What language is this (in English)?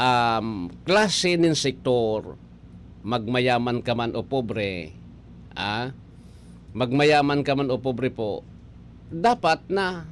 Bikol